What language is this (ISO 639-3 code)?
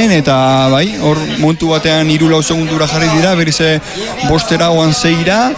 eus